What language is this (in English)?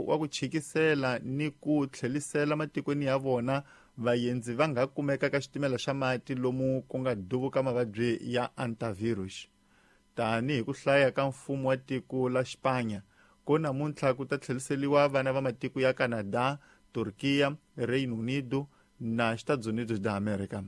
Tsonga